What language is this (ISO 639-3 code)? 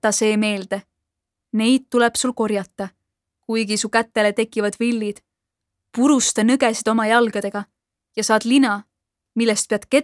est